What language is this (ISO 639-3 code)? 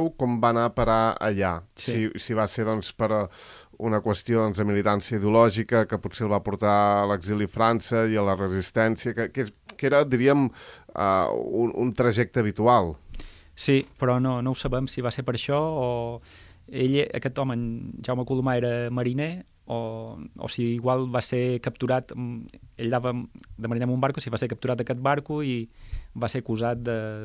cat